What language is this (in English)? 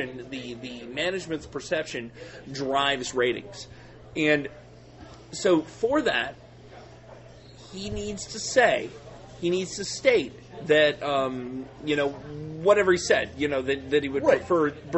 English